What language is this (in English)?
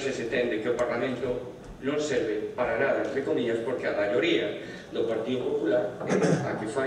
Galician